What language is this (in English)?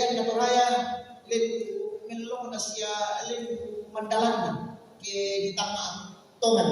Toraja-Sa'dan